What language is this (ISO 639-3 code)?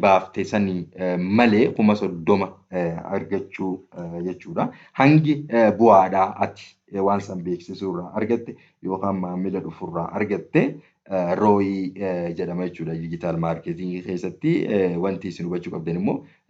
orm